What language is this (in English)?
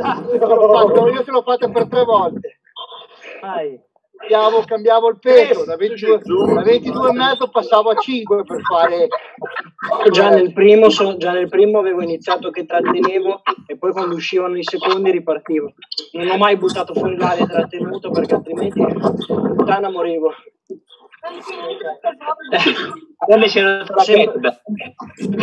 Italian